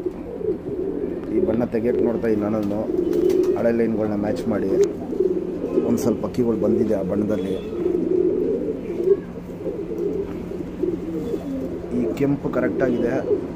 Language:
Kannada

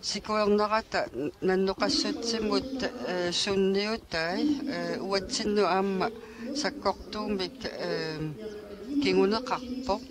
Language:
Kalaallisut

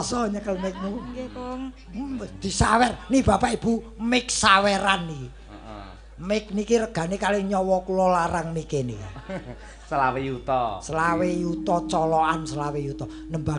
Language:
Javanese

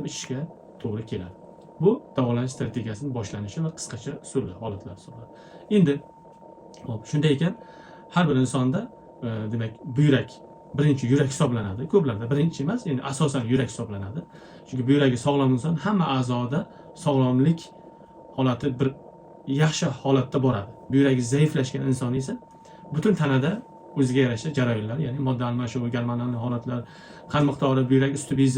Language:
Uzbek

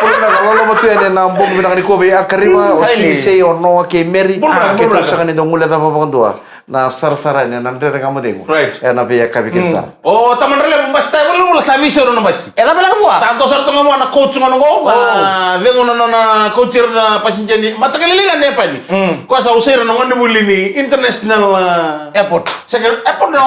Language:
Fijian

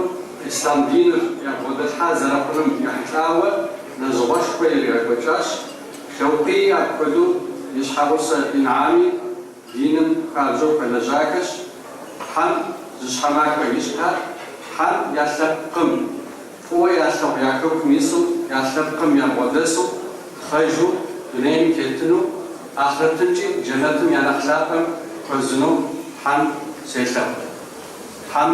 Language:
Kabardian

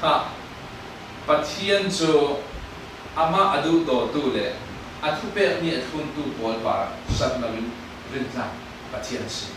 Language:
Falam Chin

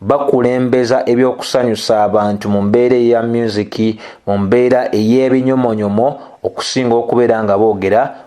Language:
Ganda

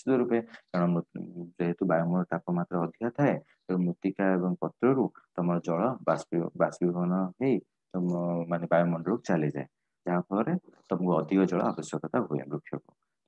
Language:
Odia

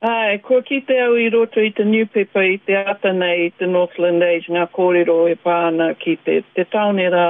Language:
Māori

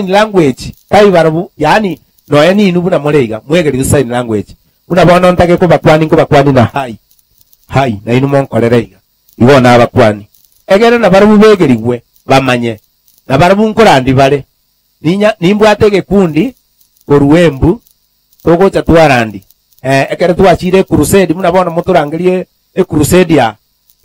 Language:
Gusii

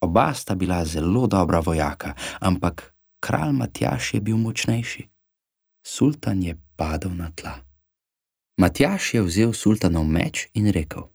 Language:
Slovenian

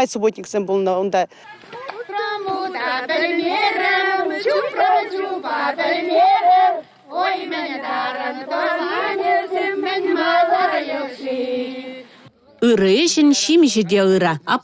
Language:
Chuvash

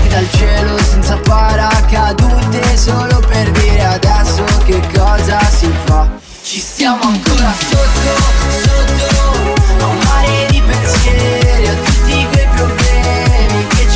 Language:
Italian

